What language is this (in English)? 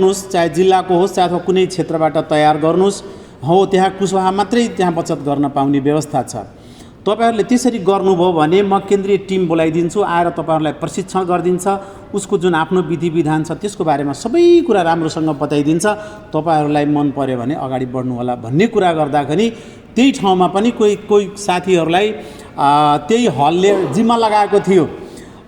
Nepali